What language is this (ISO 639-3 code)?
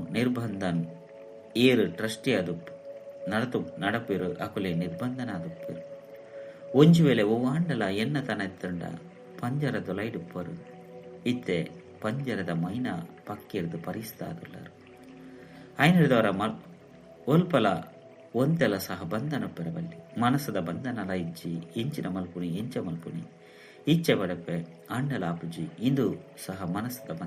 tcy